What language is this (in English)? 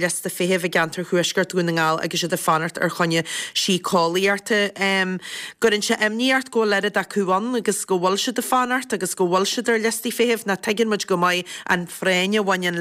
Irish